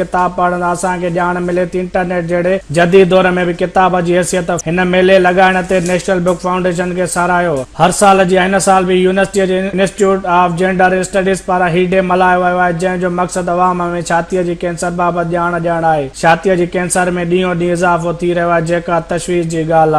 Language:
Sindhi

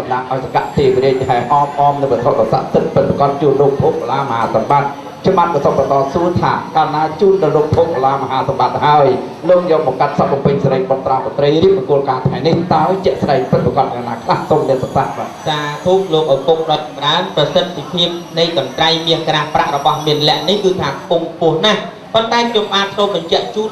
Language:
Khmer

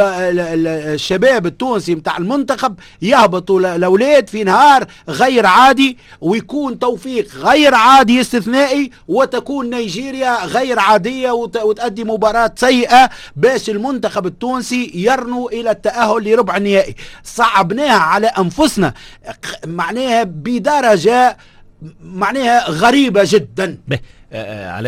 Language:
Tunisian Arabic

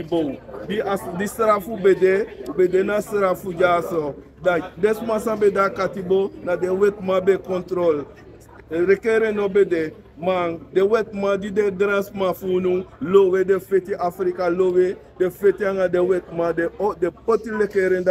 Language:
Sranan Tongo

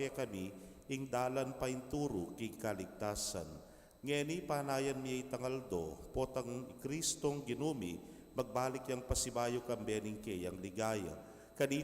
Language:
Pampanga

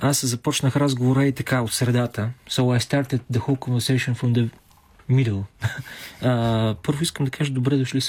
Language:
Bulgarian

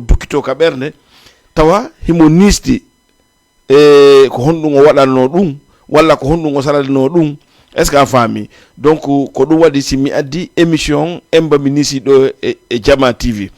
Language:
Fula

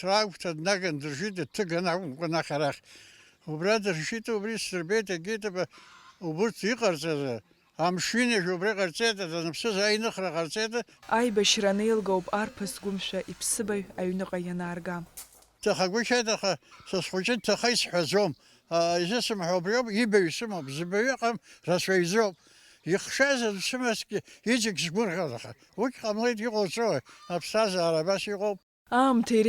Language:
Abkhazian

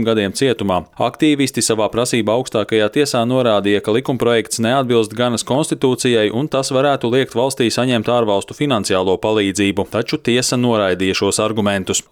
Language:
Latvian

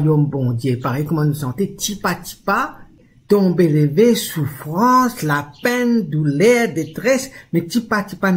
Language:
Morisyen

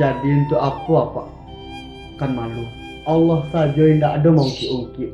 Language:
Minangkabau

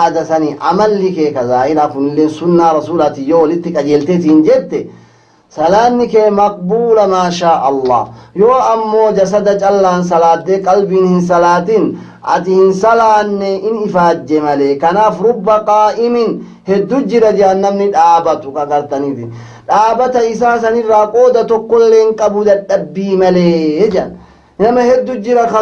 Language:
Oromo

